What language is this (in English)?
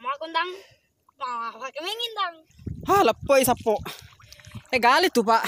Buginese